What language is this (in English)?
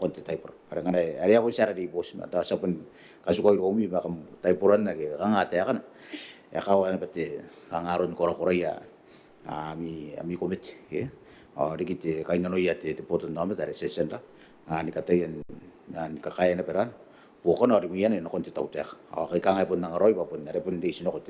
Gilbertese